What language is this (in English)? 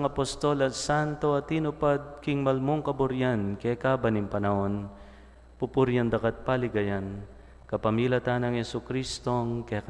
Pampanga